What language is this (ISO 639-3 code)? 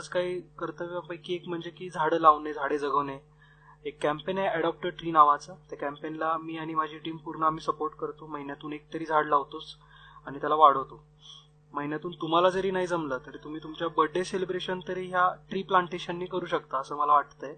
mar